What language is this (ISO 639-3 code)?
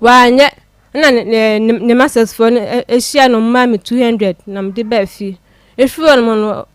aka